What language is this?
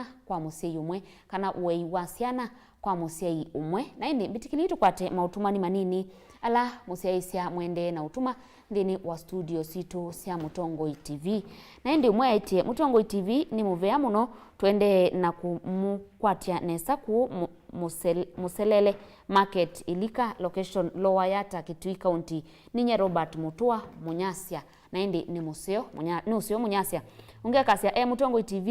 Kamba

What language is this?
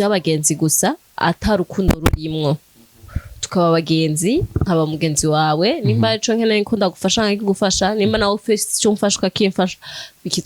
Rundi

